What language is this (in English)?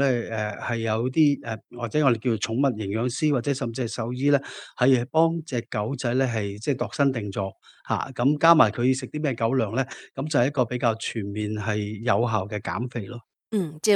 Cantonese